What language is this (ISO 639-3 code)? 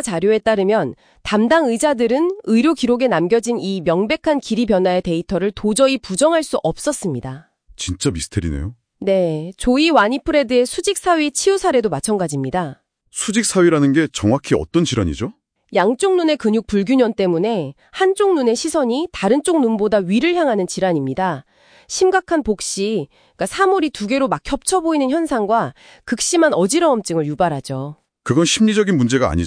kor